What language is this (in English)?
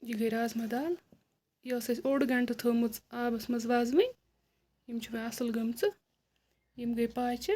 Kashmiri